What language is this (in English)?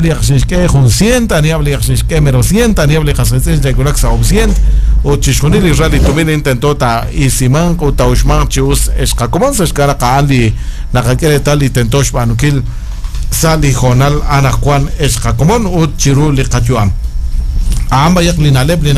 Kekchí